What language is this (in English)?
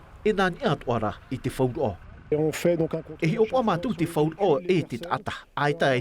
Tahitian